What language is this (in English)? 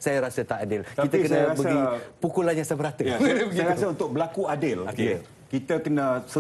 Malay